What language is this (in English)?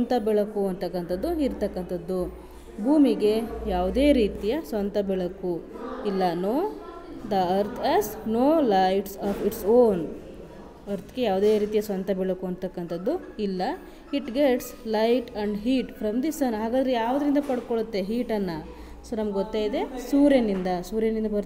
Kannada